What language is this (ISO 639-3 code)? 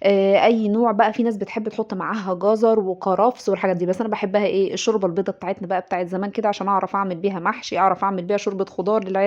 arz